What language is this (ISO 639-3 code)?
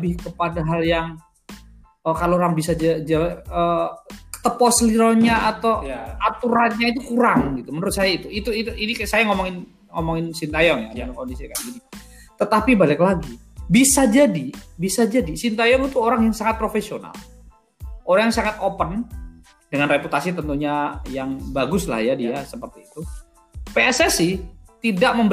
ind